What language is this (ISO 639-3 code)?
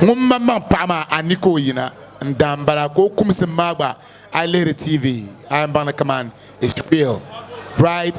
dag